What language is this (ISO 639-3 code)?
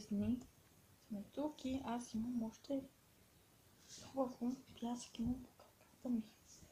bul